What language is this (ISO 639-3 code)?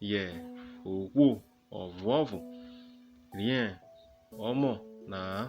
urh